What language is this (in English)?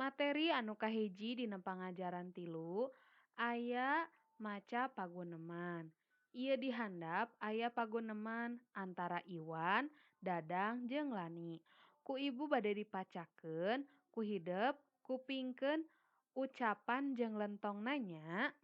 Sundanese